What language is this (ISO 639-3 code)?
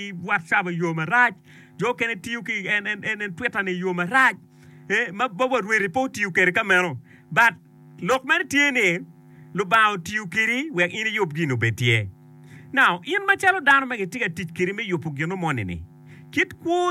ach